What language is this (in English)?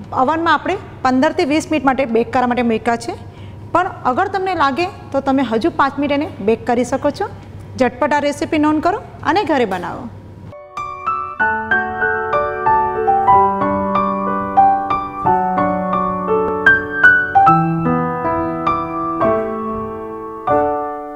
Gujarati